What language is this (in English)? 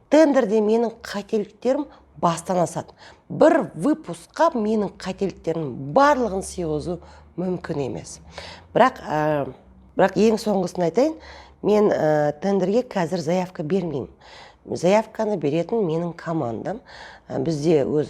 Kazakh